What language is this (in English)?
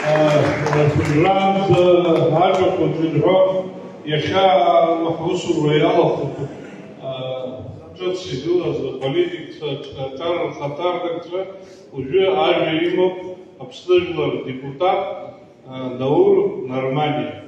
Abkhazian